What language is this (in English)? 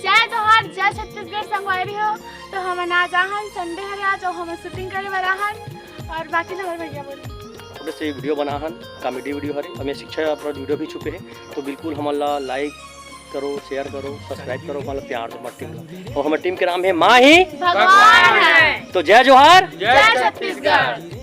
Chhattisgarhi